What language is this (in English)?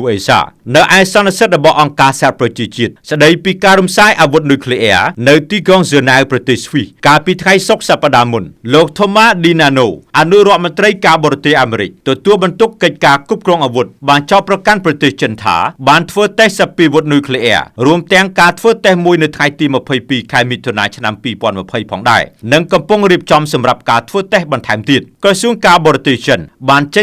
Khmer